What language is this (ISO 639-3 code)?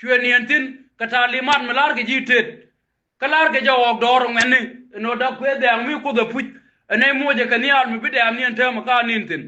nus